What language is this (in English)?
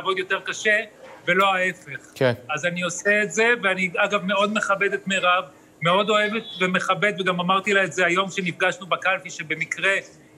Hebrew